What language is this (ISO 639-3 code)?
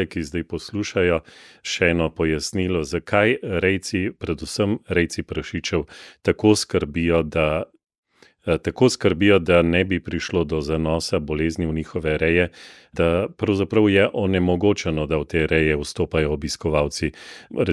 slv